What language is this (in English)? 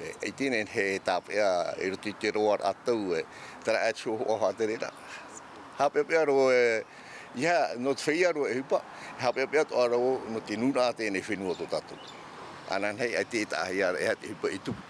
Tahitian